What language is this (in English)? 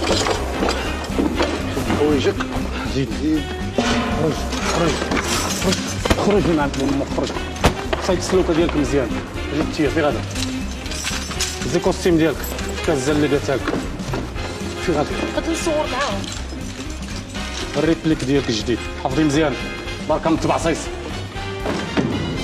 Moroccan Arabic